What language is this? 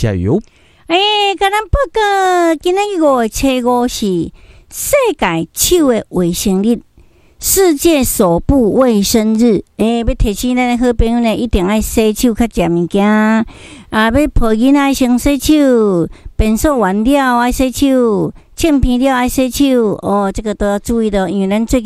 Min Nan Chinese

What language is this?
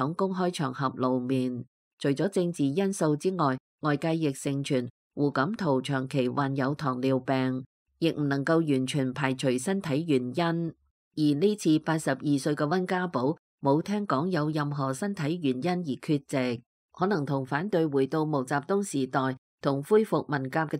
Cantonese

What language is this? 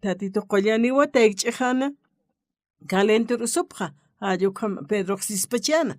Aymara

